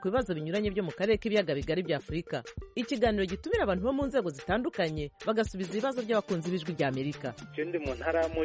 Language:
Kinyarwanda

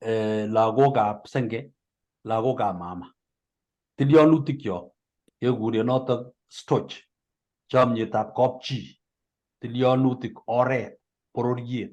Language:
Kalenjin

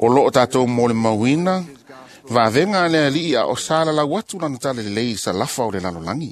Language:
Samoan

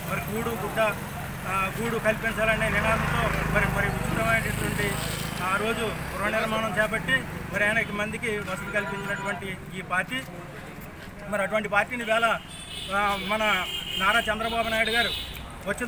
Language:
Telugu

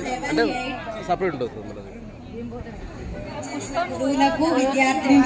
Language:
Telugu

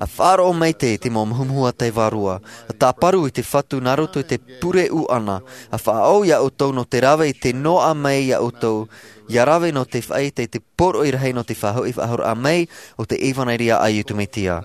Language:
Tahitian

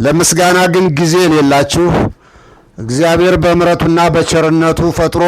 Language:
Amharic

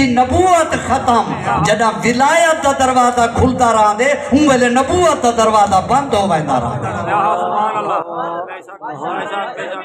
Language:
Saraiki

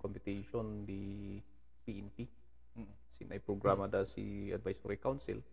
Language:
Kankanaey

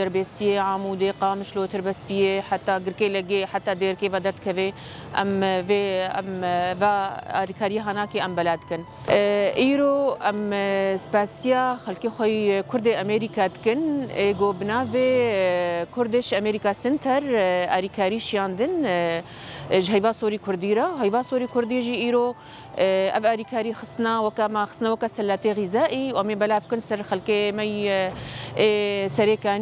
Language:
Kurdish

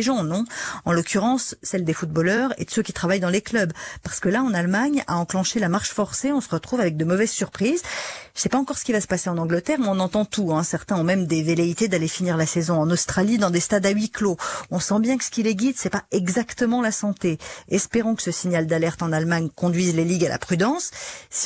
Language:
French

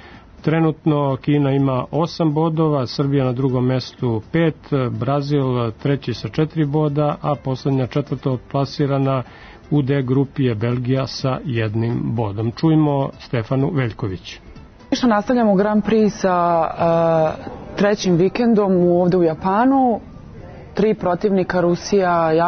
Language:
Serbian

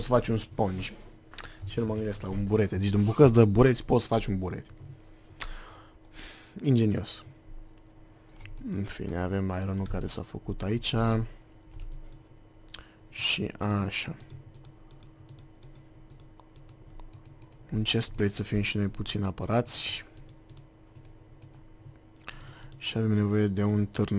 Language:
Romanian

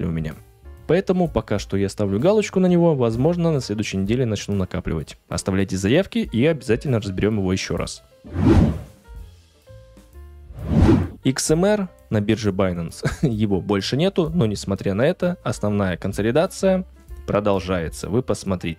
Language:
Russian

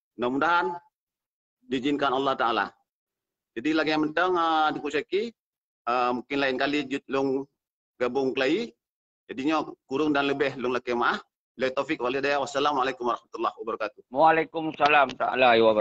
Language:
Achinese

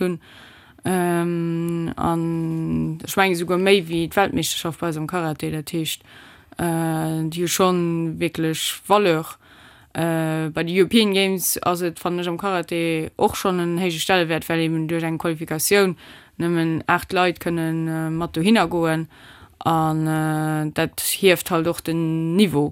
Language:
Luxembourgish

